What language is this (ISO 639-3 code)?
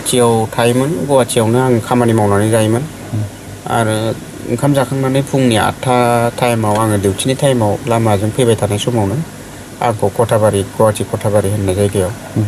brx